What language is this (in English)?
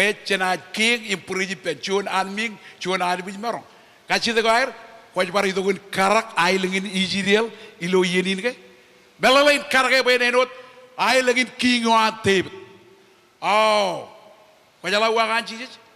Marshallese